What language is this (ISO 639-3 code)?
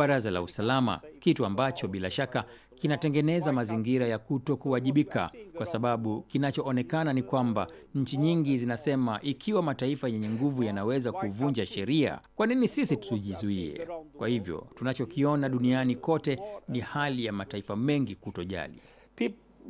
swa